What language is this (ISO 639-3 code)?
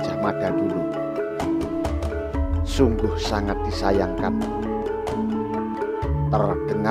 ind